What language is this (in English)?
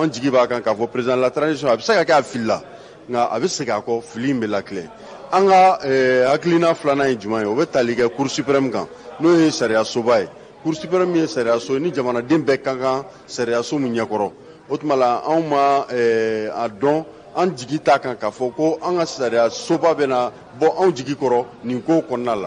Bambara